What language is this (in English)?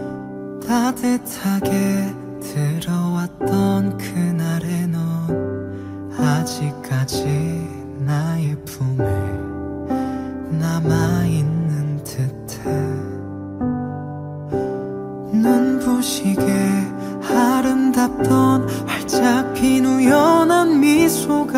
Korean